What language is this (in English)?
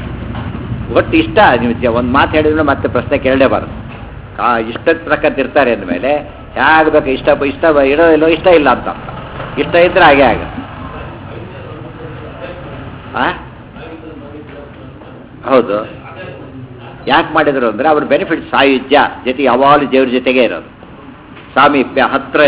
Kannada